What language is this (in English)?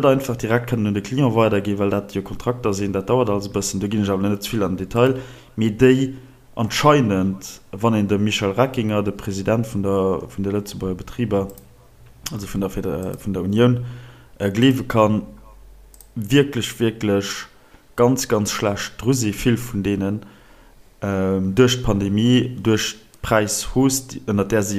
Luxembourgish